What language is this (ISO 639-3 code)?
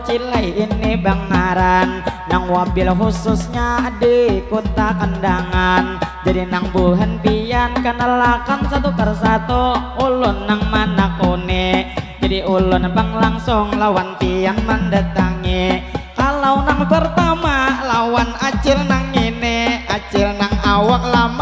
bjn